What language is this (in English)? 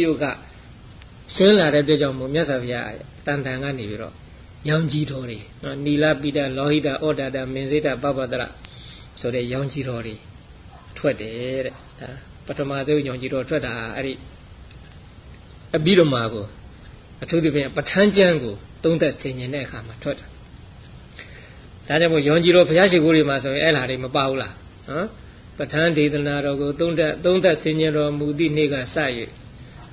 Burmese